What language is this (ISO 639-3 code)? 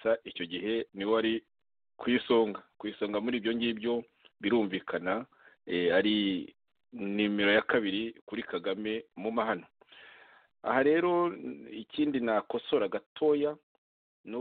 kin